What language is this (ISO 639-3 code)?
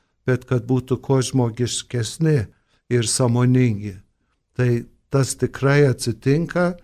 lit